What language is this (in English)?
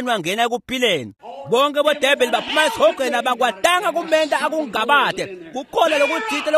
Swati